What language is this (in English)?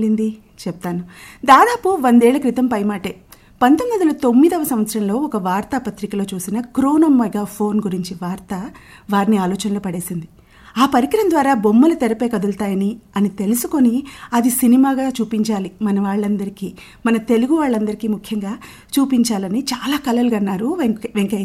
Telugu